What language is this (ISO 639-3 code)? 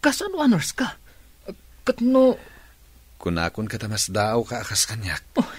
ilo